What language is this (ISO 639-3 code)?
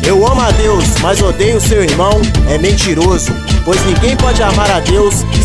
por